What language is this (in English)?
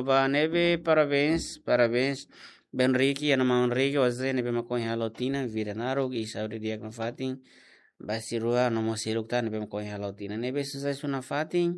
Tetum